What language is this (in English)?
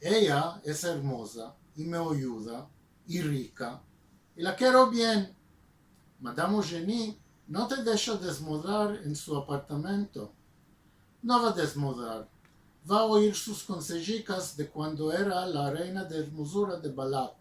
Ladino